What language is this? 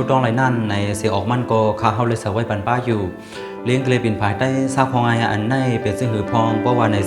Shan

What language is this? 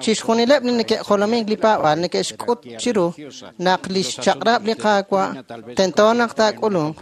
Kekchí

